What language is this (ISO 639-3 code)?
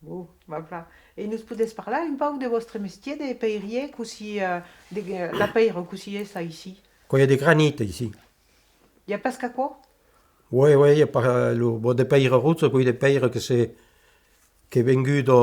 oci